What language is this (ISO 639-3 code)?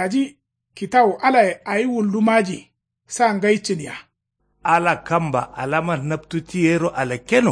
kau